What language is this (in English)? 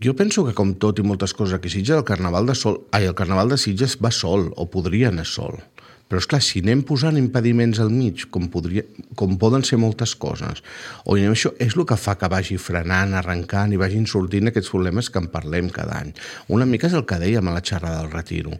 Catalan